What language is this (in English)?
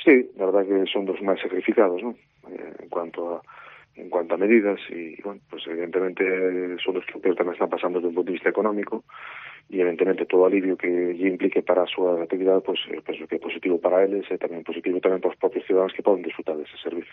Galician